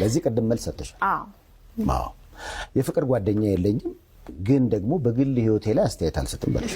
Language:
Amharic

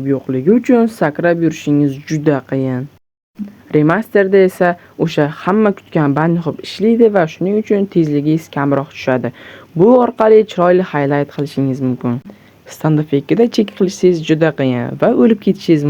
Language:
Uzbek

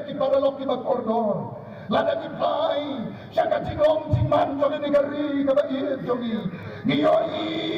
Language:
Khasi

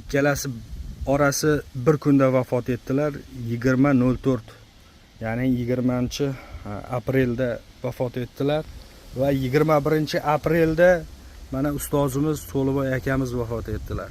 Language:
Uzbek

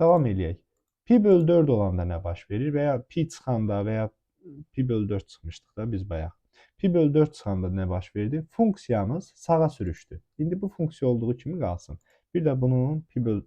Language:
Azerbaijani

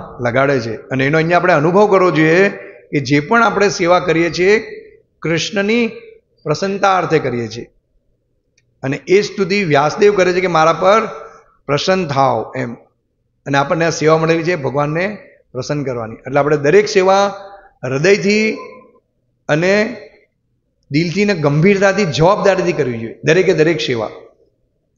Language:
Gujarati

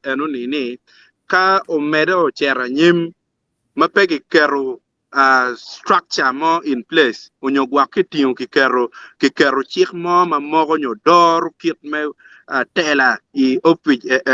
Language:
Acoli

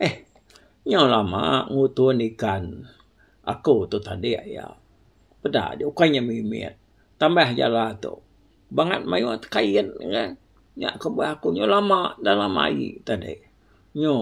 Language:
Iban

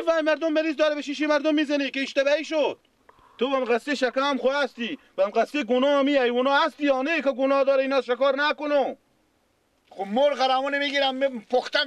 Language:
Persian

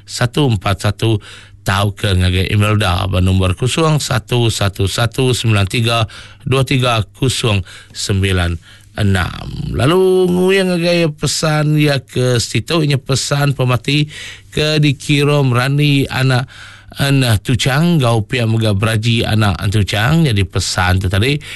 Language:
Iban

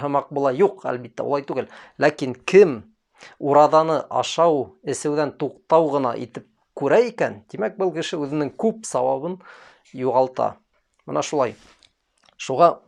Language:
Bashkir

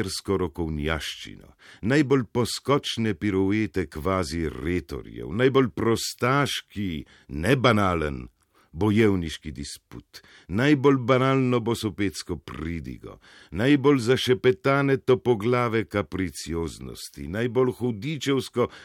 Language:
Slovenian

